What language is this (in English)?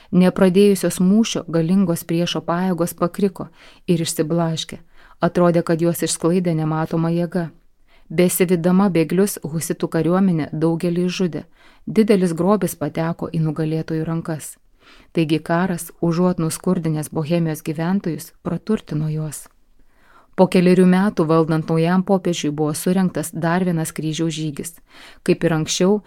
Lithuanian